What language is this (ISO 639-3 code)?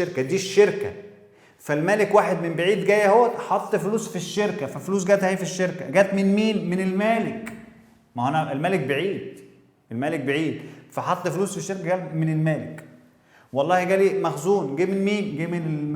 arz